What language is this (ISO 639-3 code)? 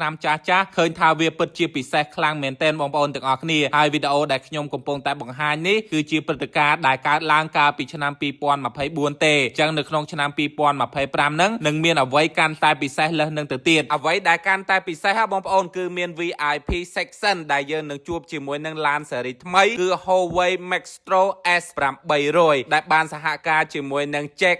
khm